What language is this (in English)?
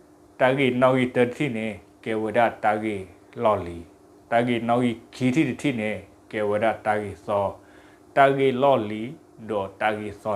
S'gaw Karen